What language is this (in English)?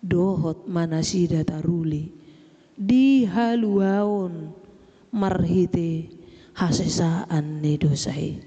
Batak Toba